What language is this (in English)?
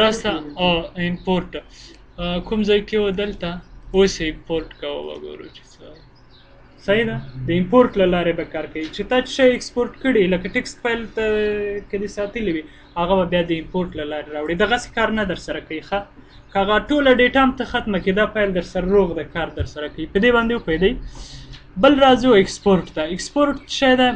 Pashto